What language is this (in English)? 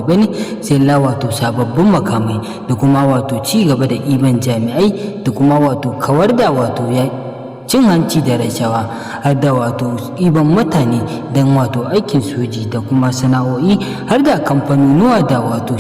Hausa